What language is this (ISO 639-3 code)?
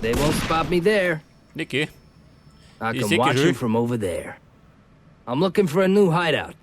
bar